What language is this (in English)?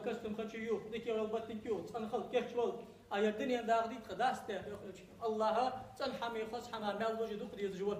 Ingush